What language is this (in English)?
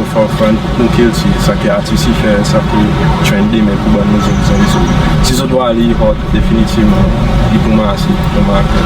Seselwa Creole French